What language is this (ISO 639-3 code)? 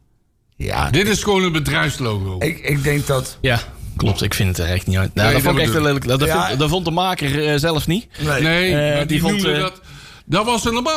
nld